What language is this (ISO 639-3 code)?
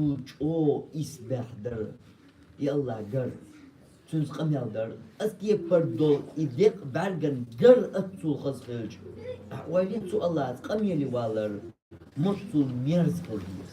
che